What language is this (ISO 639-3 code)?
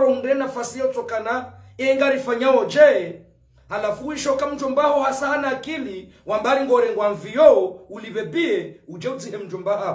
zdj